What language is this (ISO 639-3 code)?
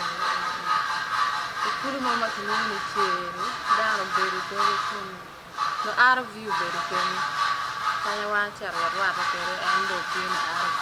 ach